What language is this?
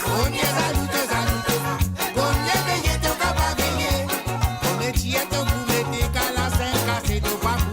Morisyen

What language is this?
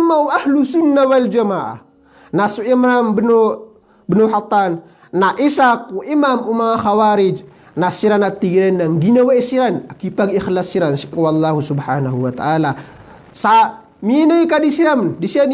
Maranao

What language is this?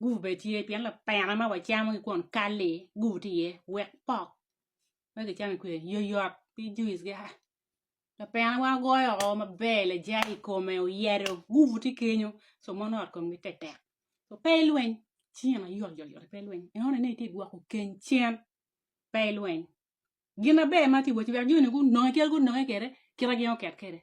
Acoli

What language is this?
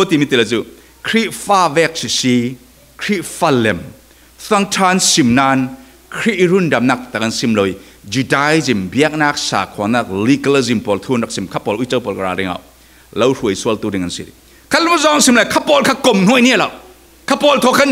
Falam Chin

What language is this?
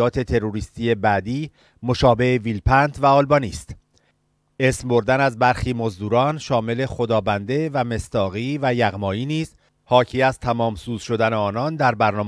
Persian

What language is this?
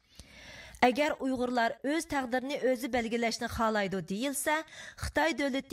Uyghur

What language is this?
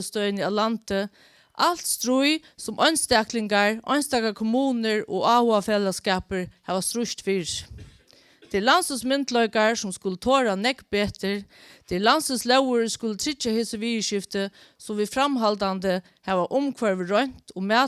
Faroese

